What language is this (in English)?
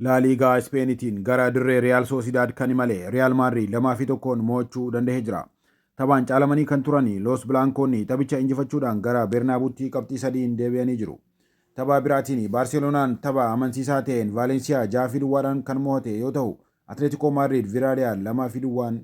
Oromo